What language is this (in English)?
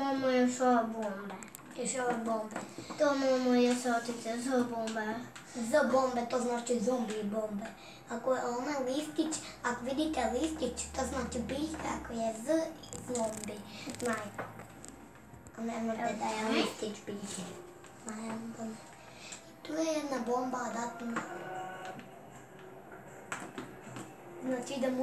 Croatian